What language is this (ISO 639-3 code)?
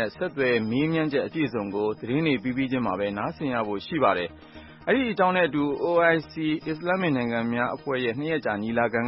mya